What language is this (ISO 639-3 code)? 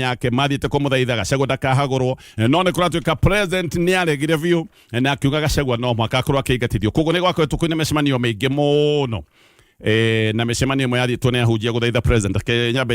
kik